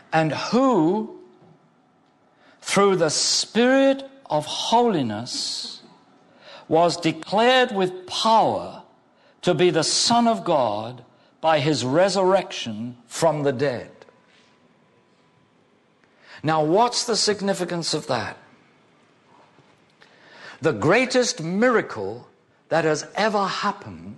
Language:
English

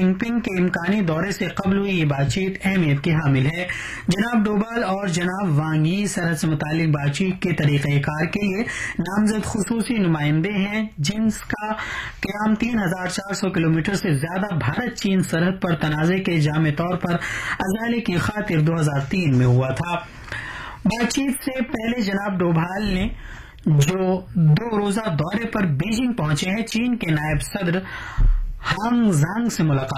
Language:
Urdu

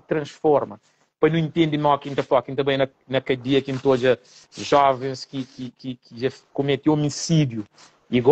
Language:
Kabuverdianu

